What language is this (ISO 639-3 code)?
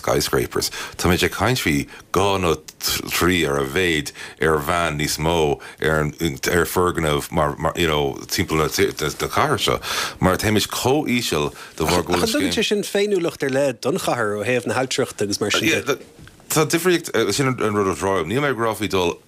gle